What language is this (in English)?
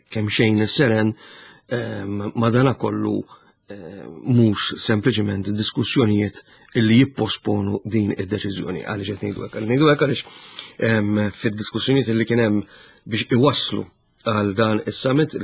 Maltese